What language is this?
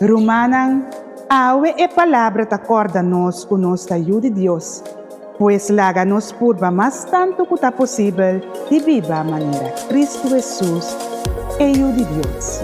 Papiamento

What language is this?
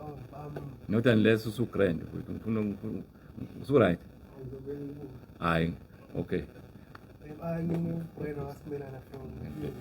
Zulu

